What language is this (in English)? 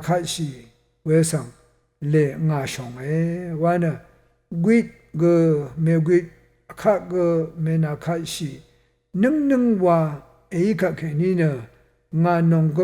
Rawang